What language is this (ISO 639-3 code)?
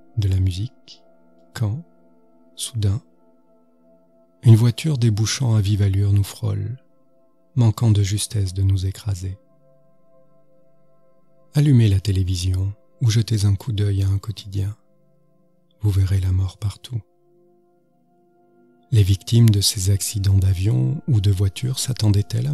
fra